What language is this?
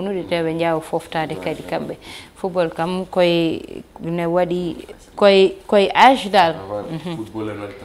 Fula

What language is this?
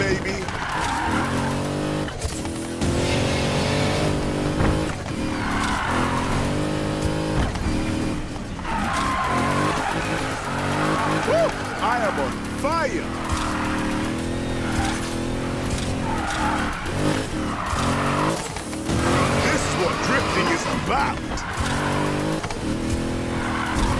English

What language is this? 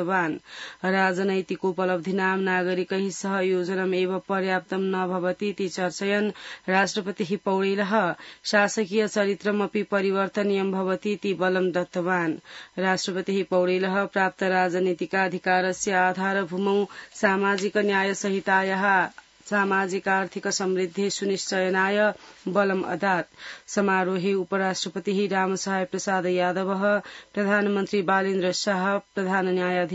Sanskrit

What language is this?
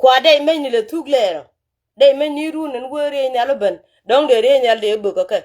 Nuer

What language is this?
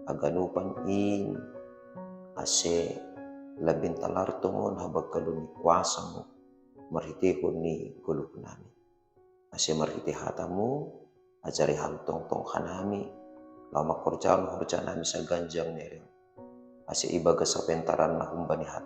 Batak Simalungun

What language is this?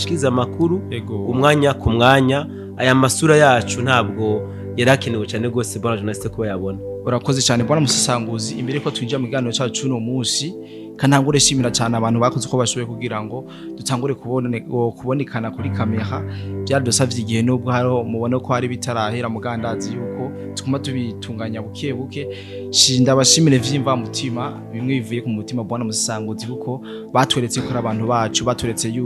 Rundi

